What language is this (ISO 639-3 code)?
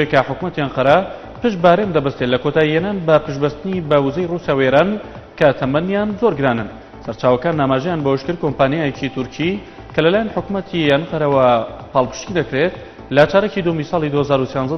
ckb